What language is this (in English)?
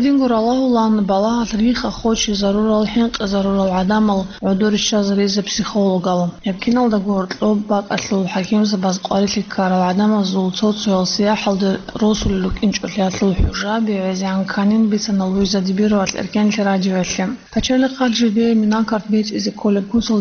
Avaric